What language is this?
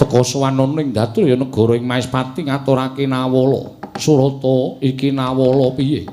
Javanese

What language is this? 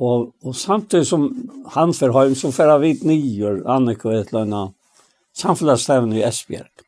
Faroese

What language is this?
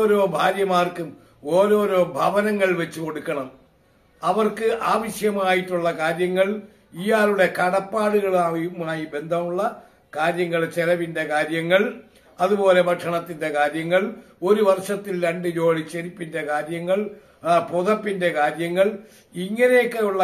Malayalam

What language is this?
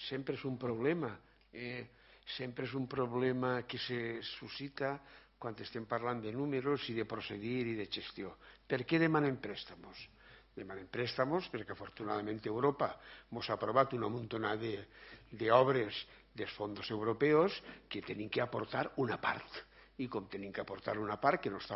Catalan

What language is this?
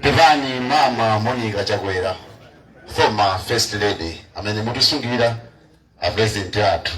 Nyanja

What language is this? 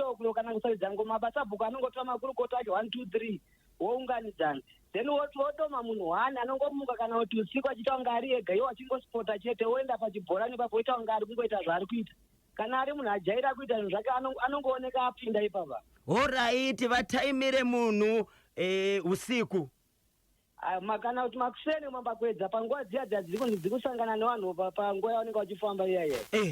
Shona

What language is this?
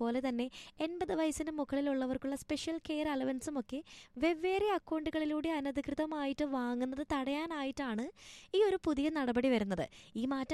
Malayalam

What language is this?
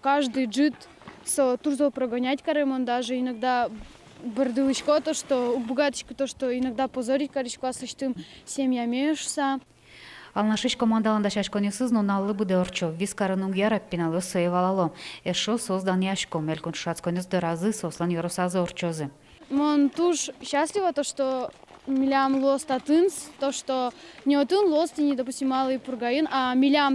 Udmurt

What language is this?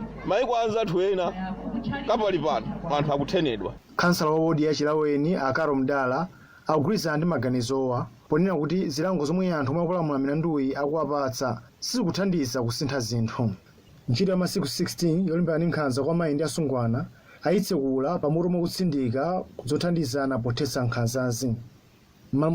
Nyanja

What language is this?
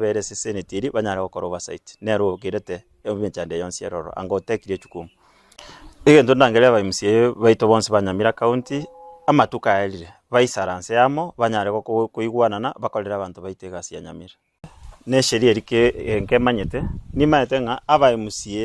Gusii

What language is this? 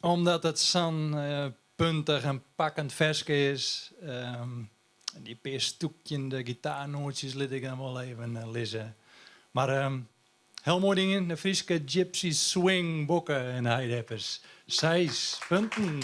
Western Frisian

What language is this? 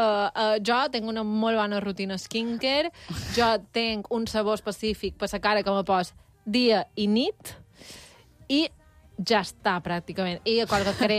Catalan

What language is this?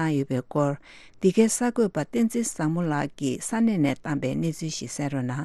Tibetan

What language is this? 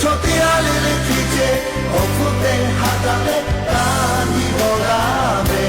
Lahu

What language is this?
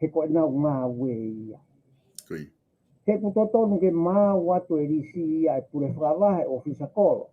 Tongan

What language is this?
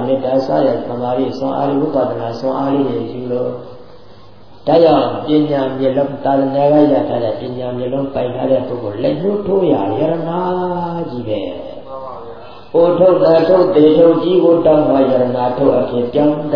Burmese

